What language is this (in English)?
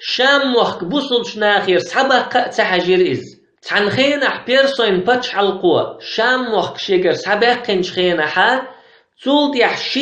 Chechen